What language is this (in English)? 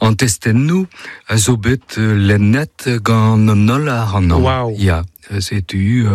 Breton